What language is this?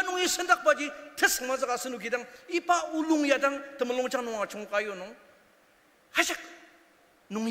Ao Naga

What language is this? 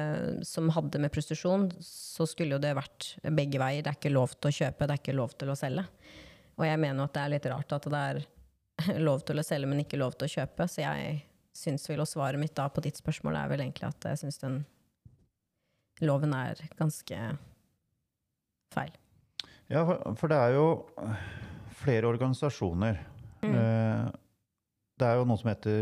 Norwegian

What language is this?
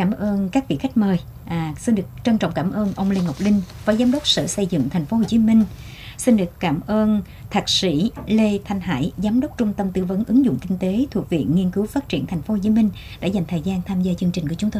Vietnamese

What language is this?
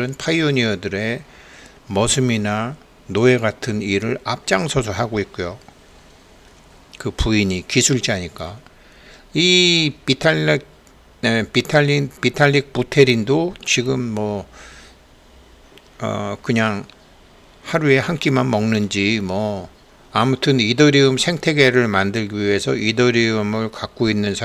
Korean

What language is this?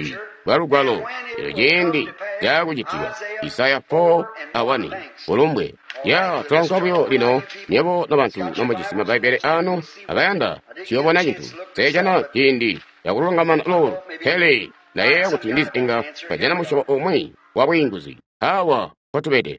Tonga (Zambia)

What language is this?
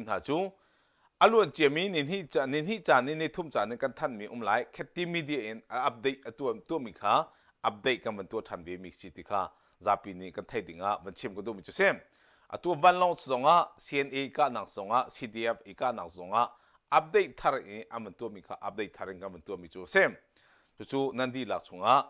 Hakha Chin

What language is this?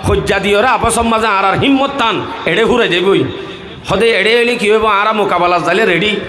Rohingya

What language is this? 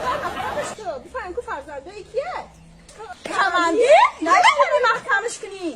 Tajik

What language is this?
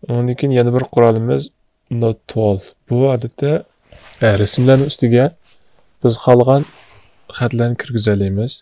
Uyghur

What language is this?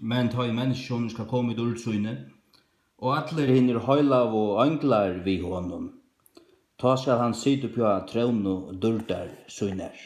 Faroese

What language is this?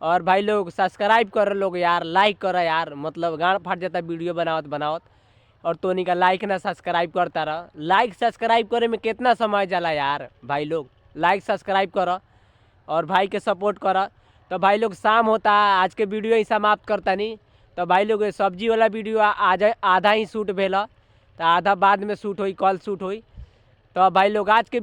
Bhojpuri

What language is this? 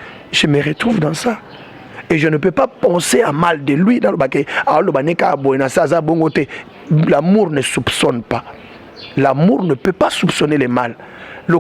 Lingala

